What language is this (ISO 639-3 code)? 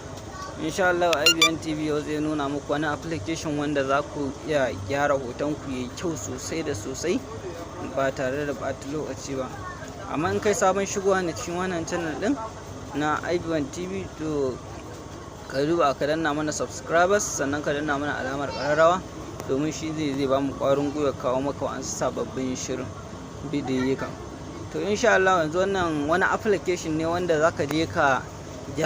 hau